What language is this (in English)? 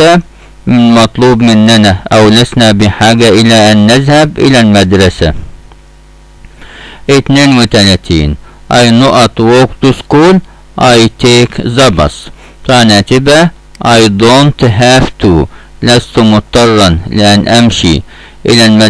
Egyptian Arabic